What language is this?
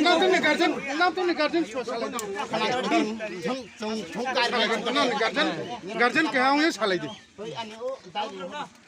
Kok Borok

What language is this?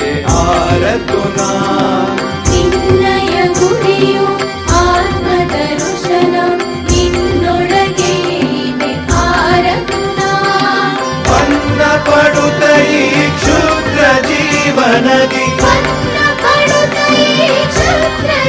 Kannada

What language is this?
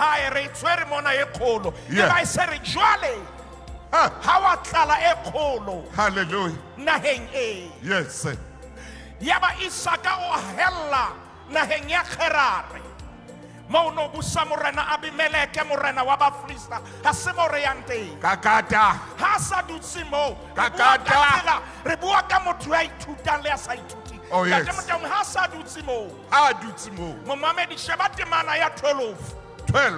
Southern Sotho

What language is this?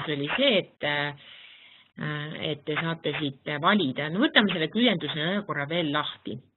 Estonian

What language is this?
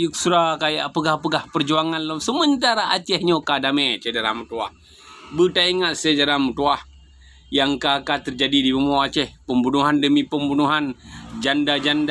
Achinese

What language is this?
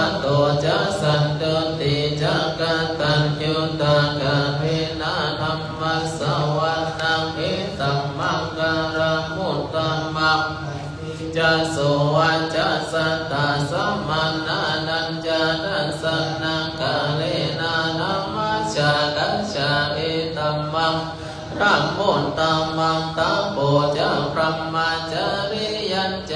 Pali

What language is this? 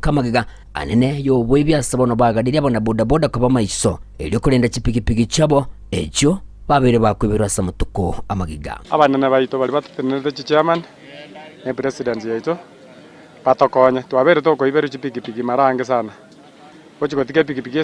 Gusii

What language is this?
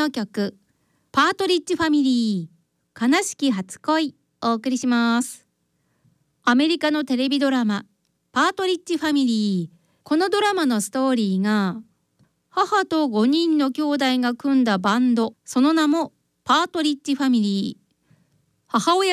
Japanese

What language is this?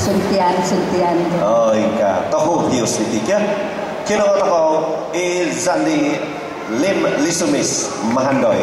Central Dusun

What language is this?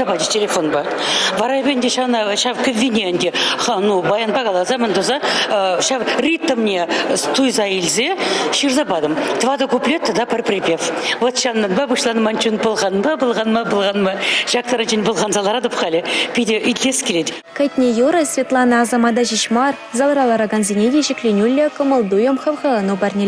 Chuvash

